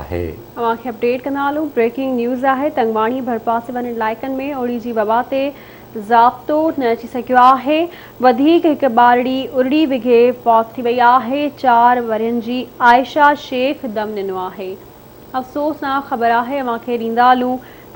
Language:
Sindhi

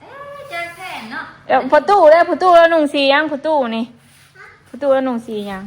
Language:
Northeastern Thai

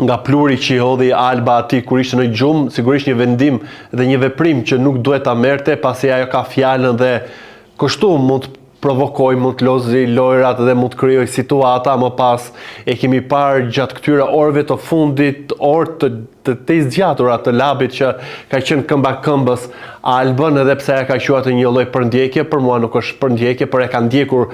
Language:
Albanian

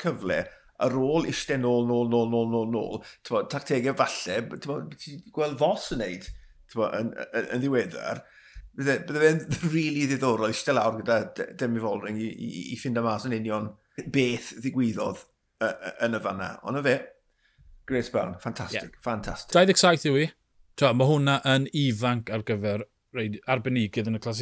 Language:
Welsh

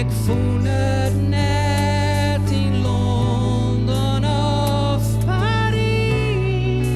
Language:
Western Frisian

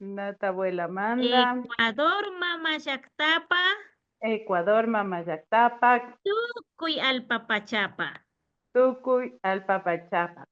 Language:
Imbabura Highland Quichua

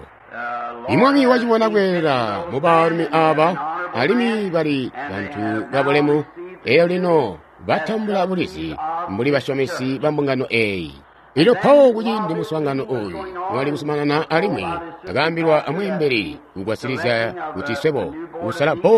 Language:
Tonga (Zambia)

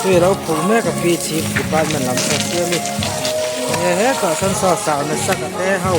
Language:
Mizo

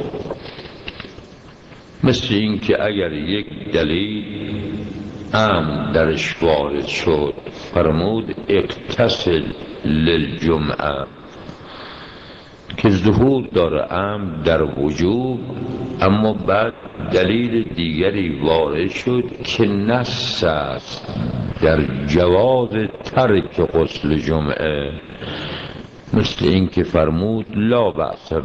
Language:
Persian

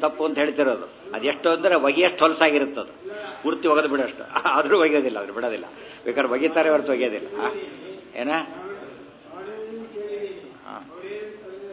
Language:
Kannada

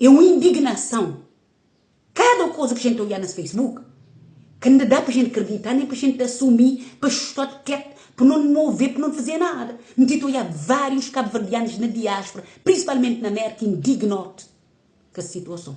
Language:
Kabuverdianu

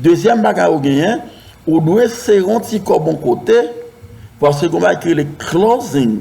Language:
Haitian Creole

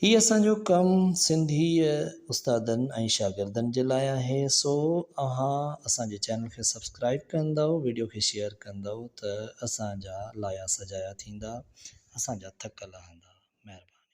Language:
Sindhi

